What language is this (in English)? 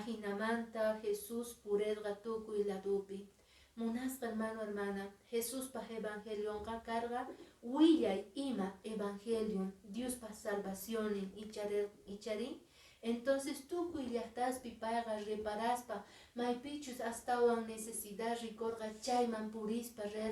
Quechua